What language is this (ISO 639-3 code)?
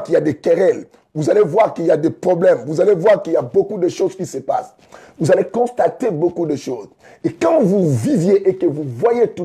fra